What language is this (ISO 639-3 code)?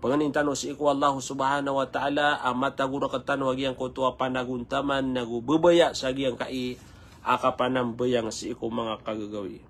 mrw